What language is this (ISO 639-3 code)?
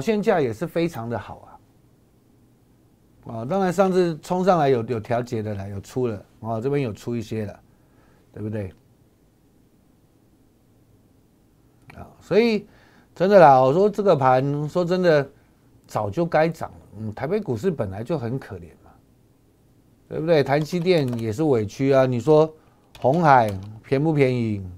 zho